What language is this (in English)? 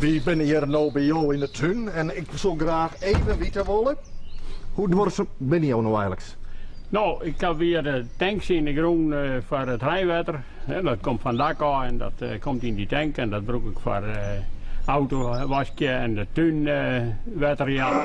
Western Frisian